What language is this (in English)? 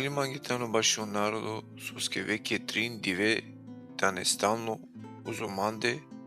Balkan Romani